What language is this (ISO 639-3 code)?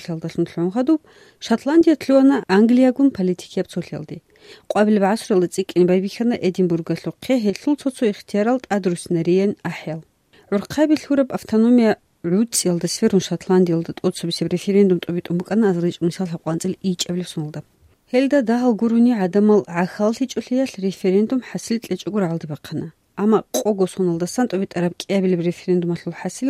ava